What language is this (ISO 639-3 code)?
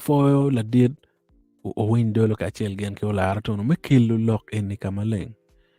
ach